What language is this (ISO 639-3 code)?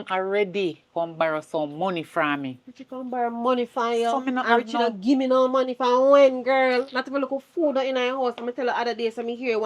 jam